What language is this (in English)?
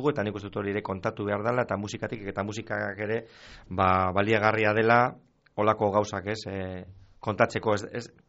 Basque